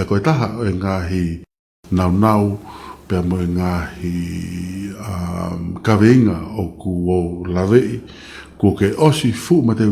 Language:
Tongan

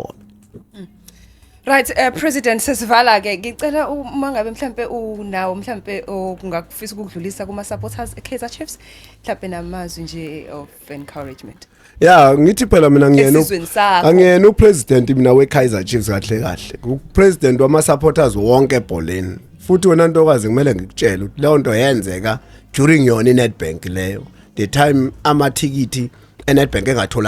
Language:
Zulu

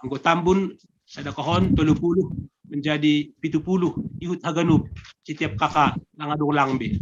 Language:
Batak Simalungun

